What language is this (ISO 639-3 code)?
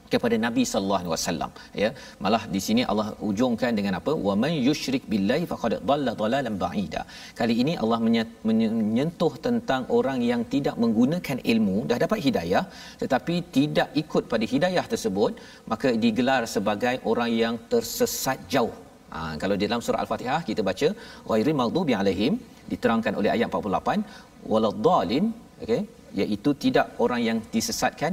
msa